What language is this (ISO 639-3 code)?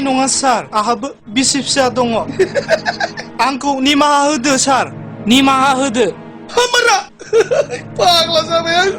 brx